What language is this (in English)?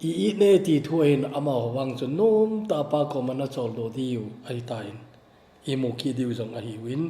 Thado Chin